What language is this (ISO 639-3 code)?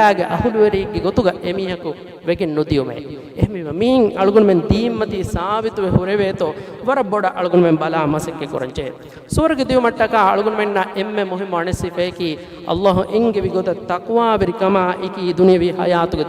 div